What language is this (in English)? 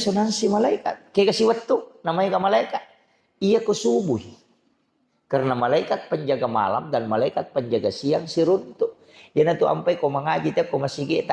Buginese